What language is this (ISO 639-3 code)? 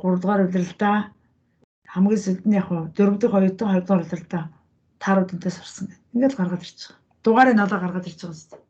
mon